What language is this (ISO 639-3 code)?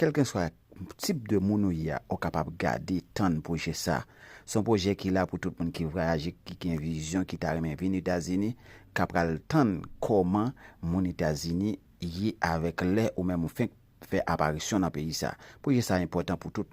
hat